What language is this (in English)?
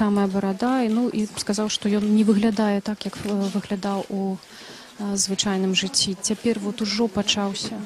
Belarusian